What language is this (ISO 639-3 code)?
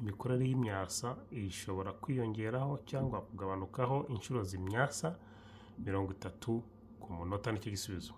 kin